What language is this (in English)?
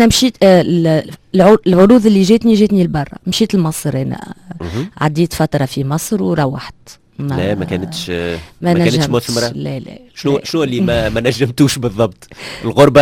Tunisian Arabic